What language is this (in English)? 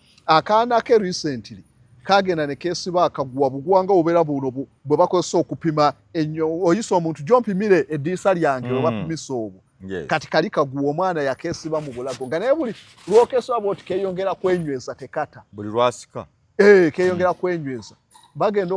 Ganda